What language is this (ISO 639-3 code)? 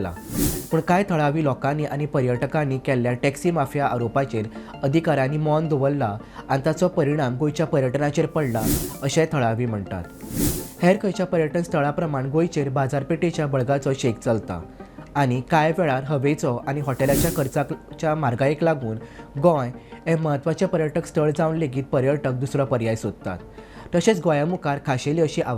kok